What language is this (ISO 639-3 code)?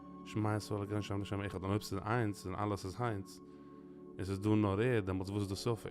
yid